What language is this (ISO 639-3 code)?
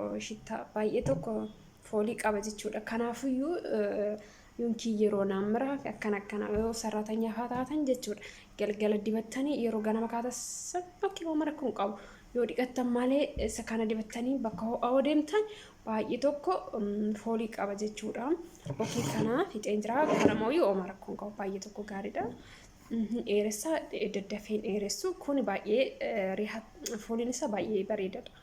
orm